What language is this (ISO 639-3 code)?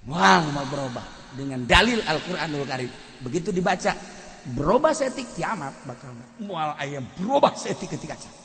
sun